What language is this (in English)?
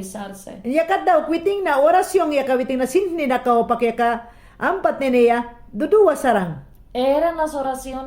Mayangna